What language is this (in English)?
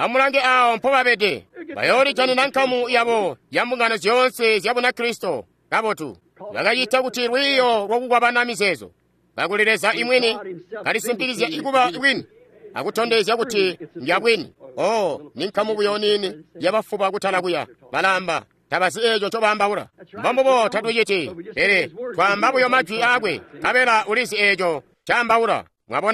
Tonga (Zambia)